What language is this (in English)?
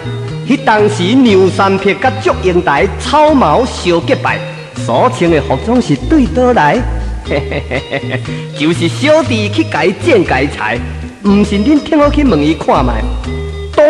Min Nan Chinese